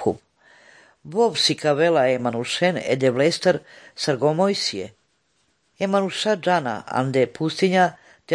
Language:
Slovenian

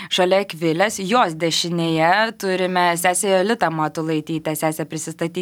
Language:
Lithuanian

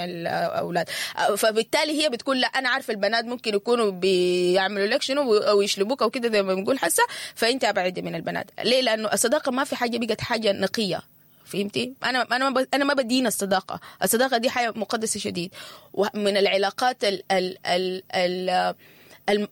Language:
Sudanese Arabic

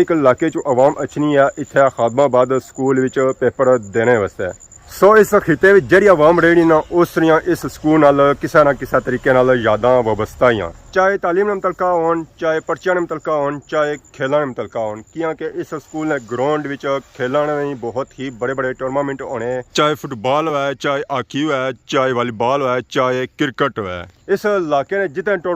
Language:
Pahari-Potwari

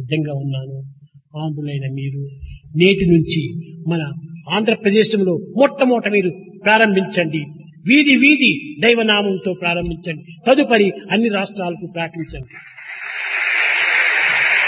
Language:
Telugu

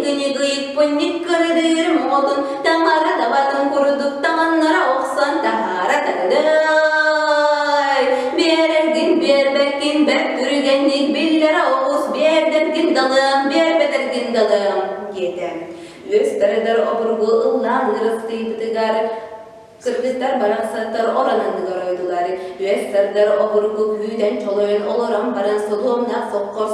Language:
Yakut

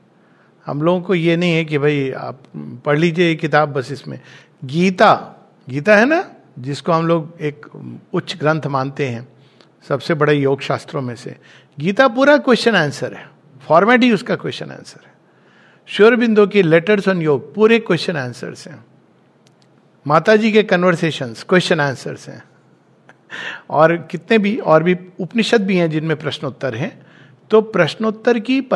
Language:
Hindi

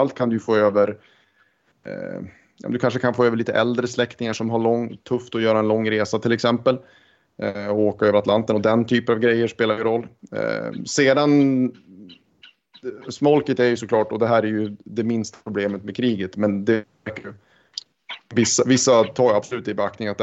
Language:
Swedish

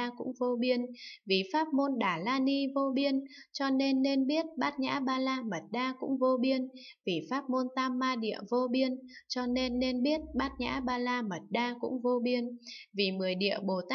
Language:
Vietnamese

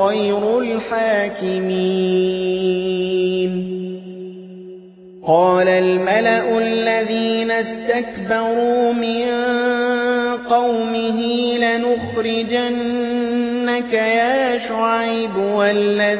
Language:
Arabic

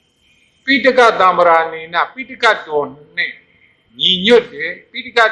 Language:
Burmese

